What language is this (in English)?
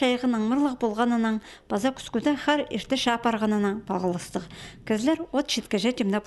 Khakas